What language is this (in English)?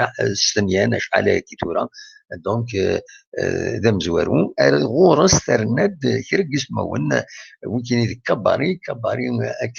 Kabyle